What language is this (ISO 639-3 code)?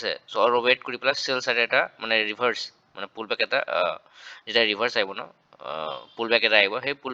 asm